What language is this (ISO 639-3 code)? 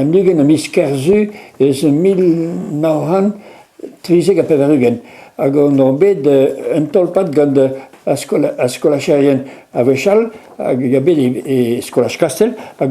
bre